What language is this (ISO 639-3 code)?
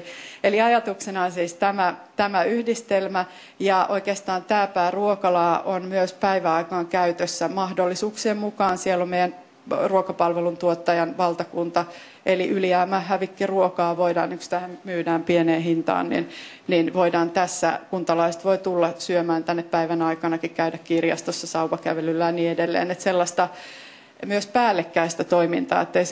fin